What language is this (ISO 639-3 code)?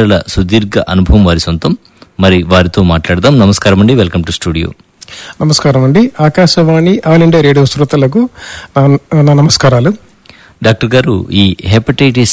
tel